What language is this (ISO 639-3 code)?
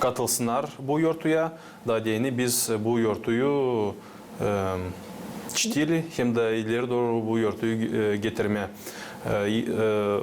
gag